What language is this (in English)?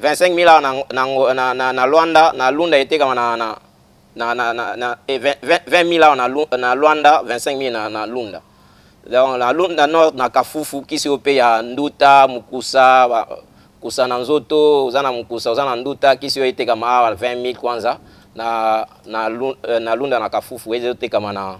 Lingala